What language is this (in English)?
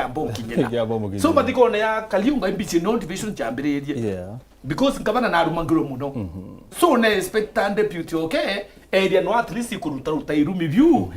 Meru